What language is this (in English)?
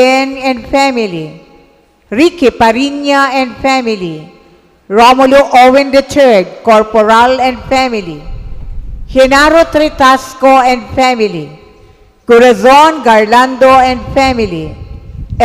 Bikol